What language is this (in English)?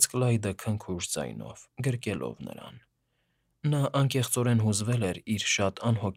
Armenian